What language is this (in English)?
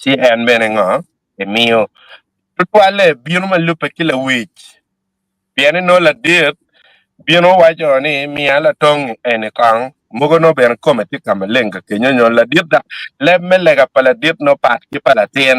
Acoli